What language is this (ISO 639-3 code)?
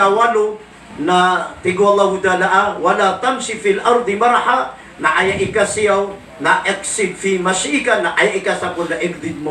mrw